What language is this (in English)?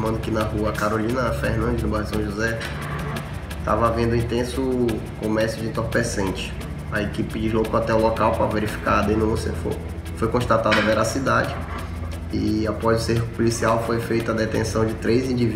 Portuguese